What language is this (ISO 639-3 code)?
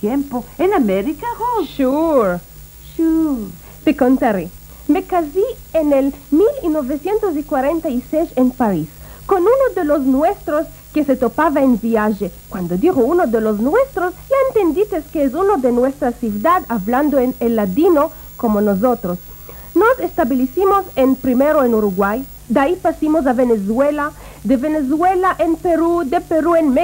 lad